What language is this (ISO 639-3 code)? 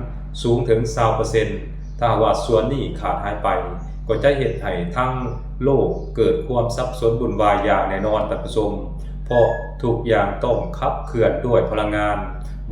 lao